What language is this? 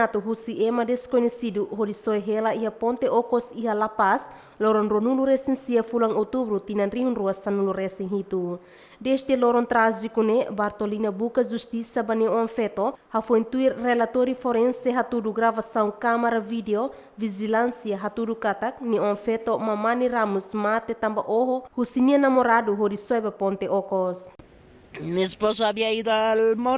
Tetum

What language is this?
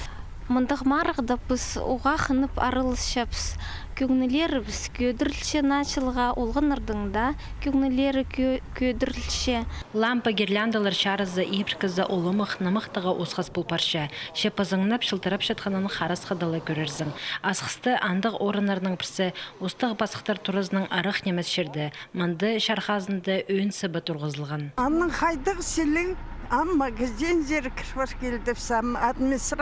Khakas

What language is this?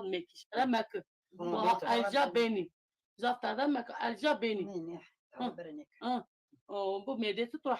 Zaza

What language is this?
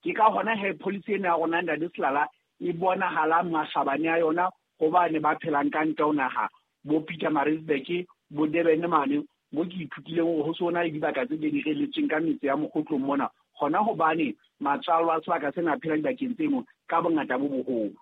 Southern Sotho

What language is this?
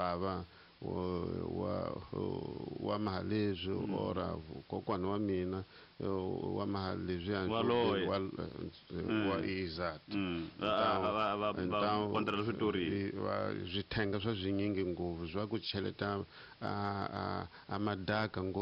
Tsonga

